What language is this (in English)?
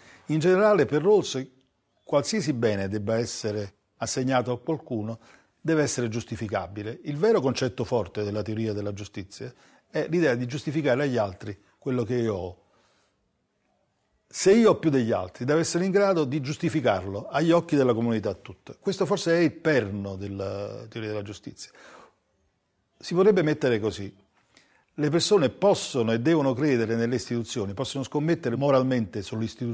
Italian